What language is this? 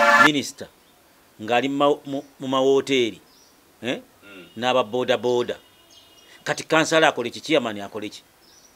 Ganda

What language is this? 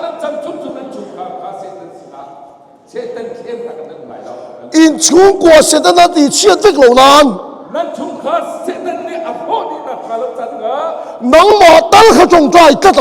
Hakha Chin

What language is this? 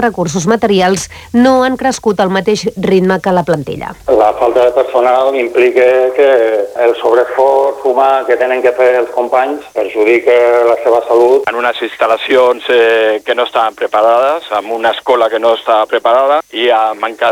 Catalan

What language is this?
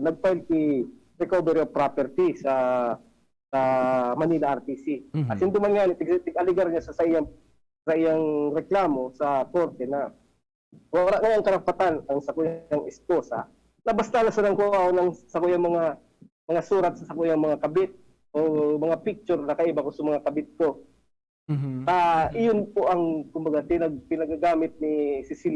Bikol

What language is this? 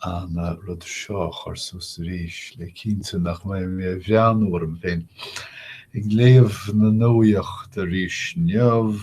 Irish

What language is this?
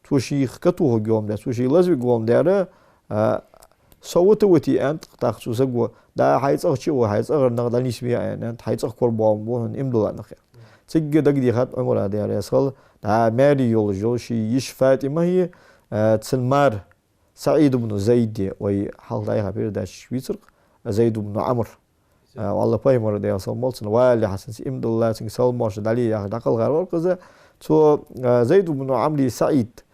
Ingush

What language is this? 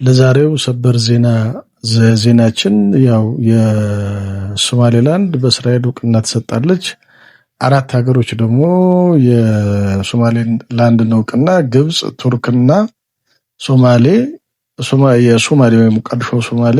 Amharic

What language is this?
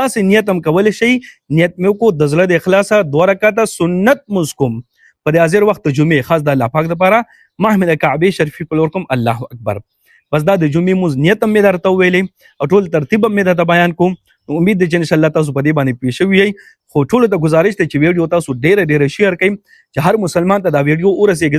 Pashto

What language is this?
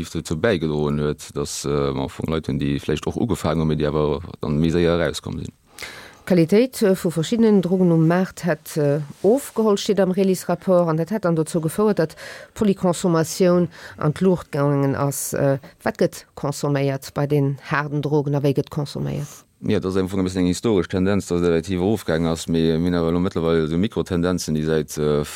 Luxembourgish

